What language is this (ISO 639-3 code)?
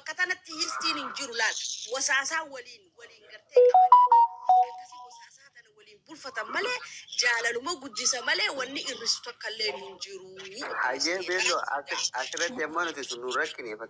orm